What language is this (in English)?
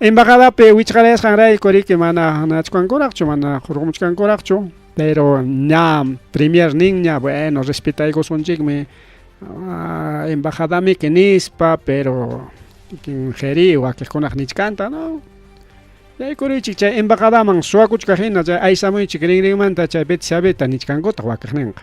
Ayacucho Quechua